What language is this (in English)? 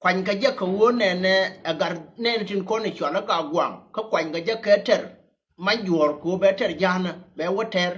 Nuer